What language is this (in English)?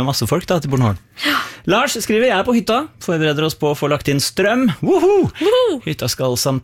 Norwegian